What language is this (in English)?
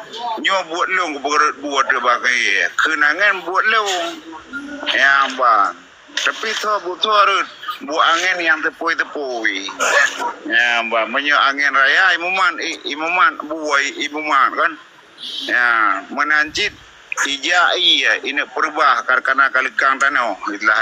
Achinese